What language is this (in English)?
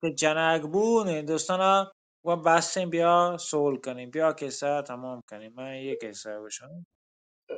Baluchi